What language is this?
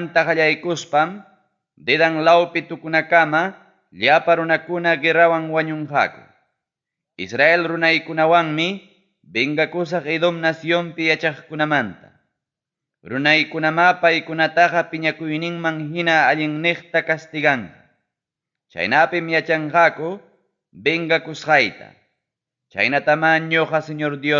Ayacucho Quechua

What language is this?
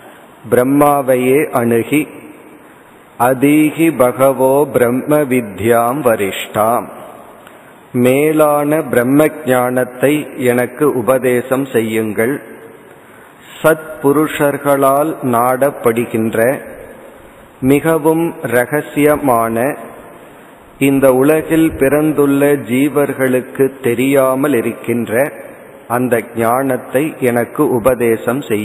Tamil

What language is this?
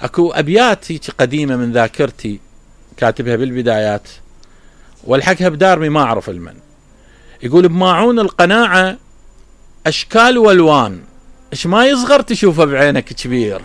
Mesopotamian Arabic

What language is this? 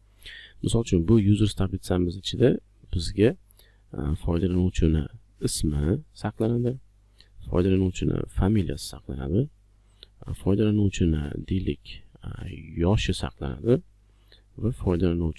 Uzbek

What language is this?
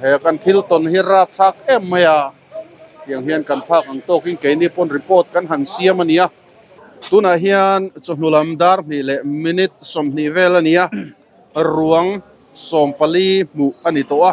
Mizo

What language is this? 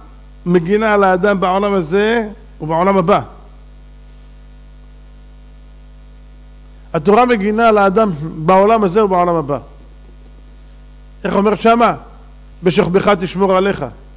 Hebrew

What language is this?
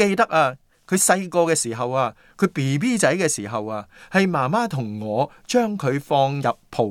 Cantonese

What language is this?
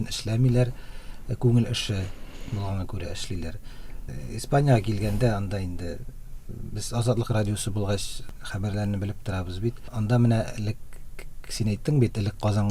Tatar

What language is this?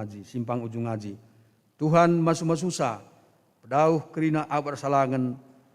Batak Karo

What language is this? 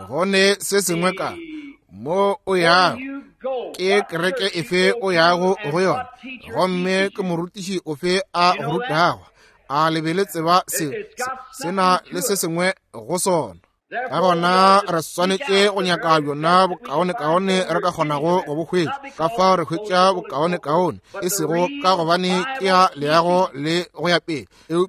Northern Sotho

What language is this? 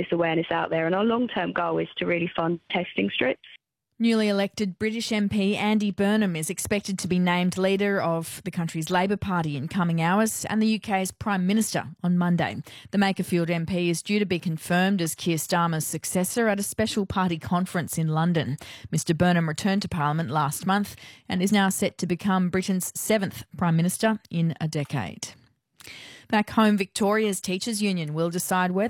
English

